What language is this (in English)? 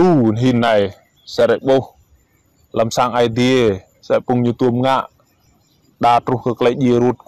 Rade